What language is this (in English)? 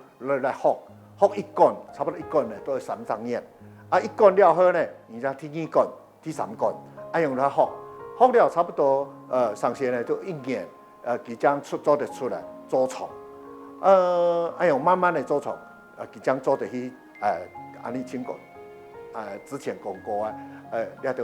Hakka Chinese